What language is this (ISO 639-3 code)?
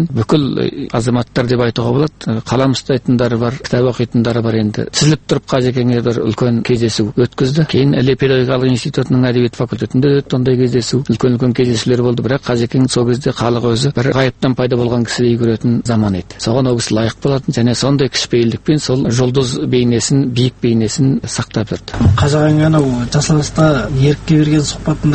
kaz